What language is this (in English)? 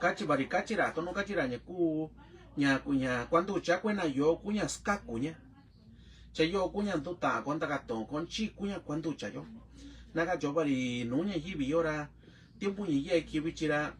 Mixtepec Mixtec